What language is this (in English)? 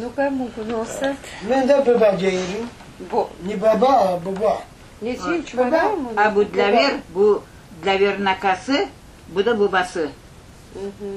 Crimean Tatar